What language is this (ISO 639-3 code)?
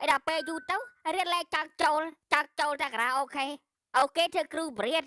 khm